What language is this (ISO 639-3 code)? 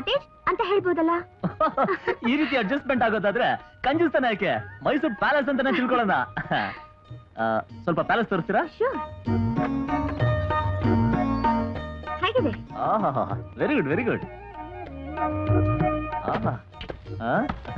kan